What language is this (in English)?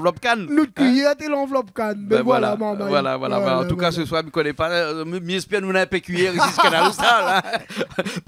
Réunion Creole French